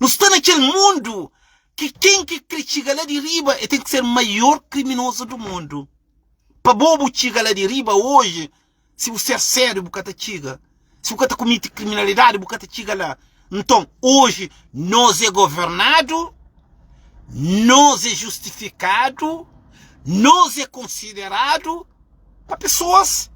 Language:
Kabuverdianu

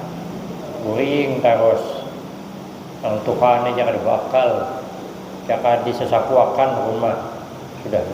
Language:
Banjar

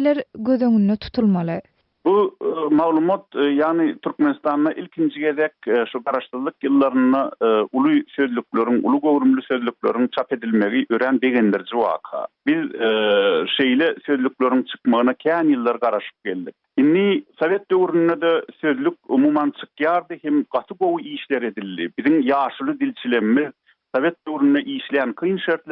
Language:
Turkmen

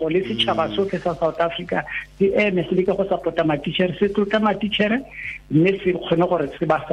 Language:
Tswana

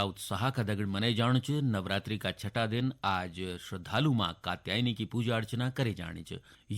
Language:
Garhwali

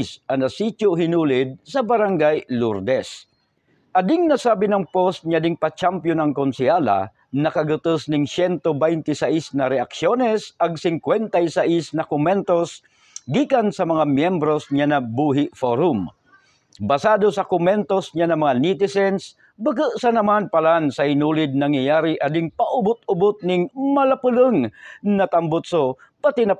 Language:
Buhi'non Bikol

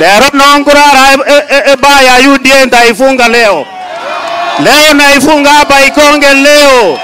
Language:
Gusii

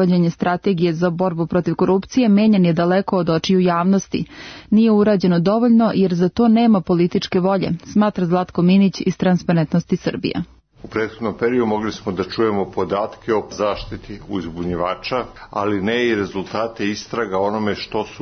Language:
Serbian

